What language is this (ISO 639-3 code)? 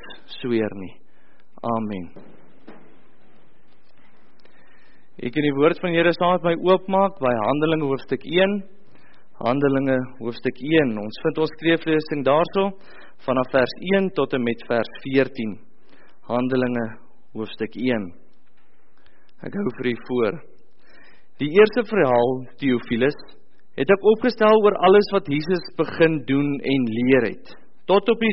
afr